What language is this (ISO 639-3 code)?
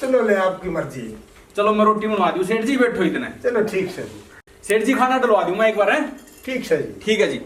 bgc